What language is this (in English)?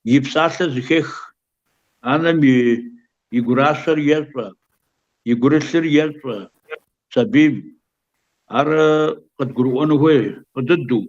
Kabardian